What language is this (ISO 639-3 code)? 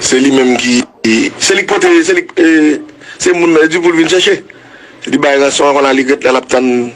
hat